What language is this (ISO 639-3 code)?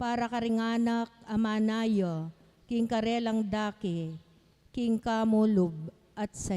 pam